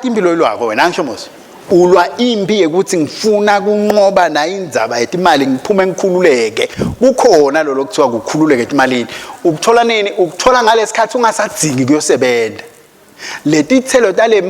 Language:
Swati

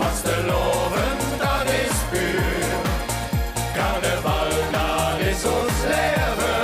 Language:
Limburgish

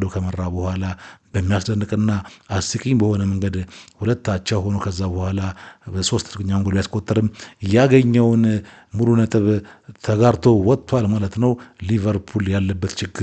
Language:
Amharic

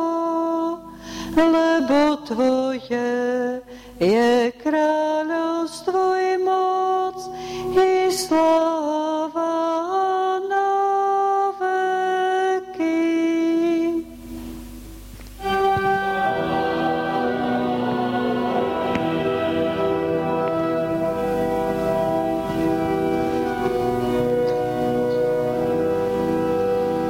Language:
Slovak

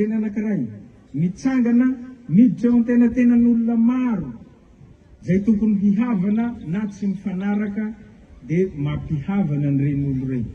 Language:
Malagasy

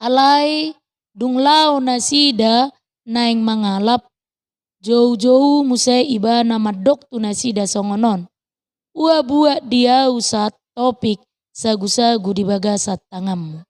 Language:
Batak Toba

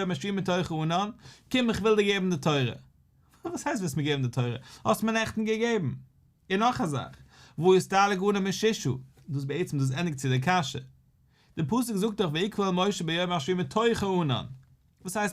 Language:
Yiddish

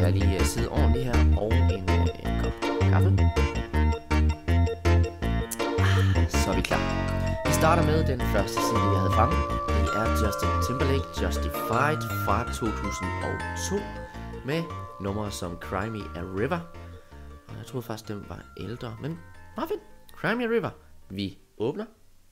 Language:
Danish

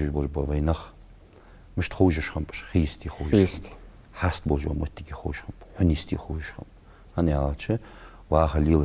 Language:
Ingush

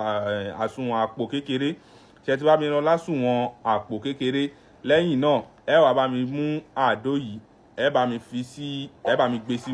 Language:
Yoruba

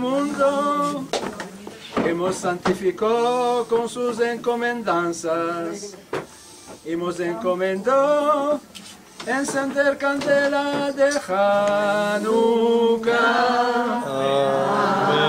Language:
Ladino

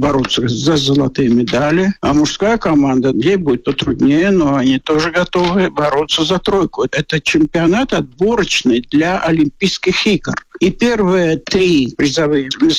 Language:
Russian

